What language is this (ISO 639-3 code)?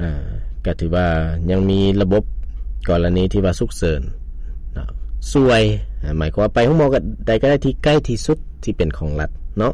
lao